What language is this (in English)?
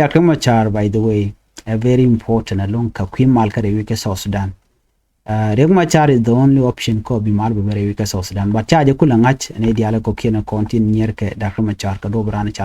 Nuer